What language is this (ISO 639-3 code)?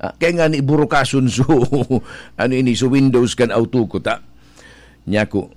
bik